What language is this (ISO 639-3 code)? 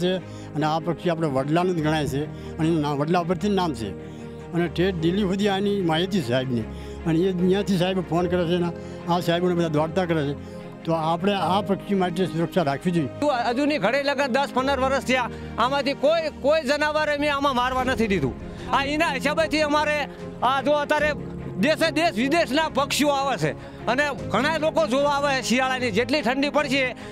guj